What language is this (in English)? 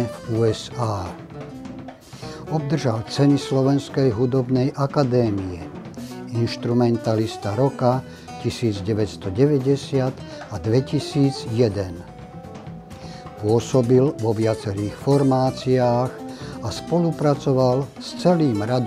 Slovak